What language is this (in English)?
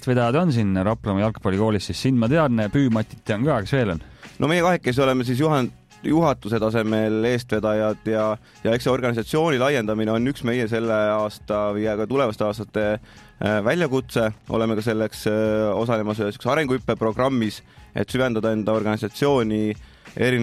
Estonian